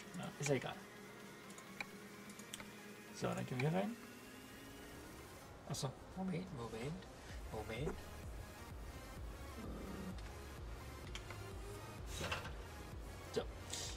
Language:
German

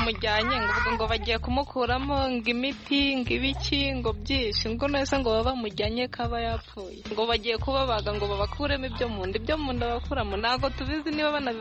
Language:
Kinyarwanda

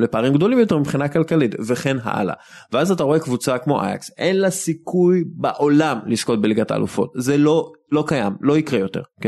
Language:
Hebrew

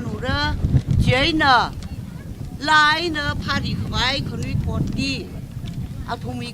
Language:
Tangkhul Naga (India)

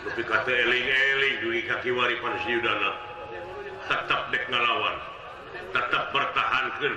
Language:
Sundanese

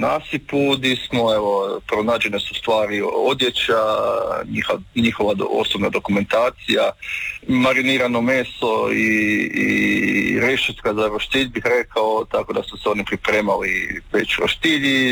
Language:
Croatian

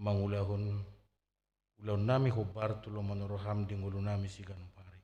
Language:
Batak Toba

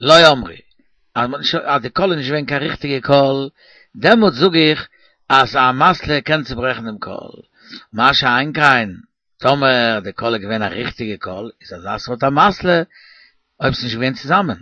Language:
Yiddish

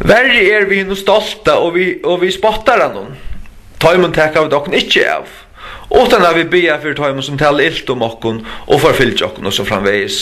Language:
Faroese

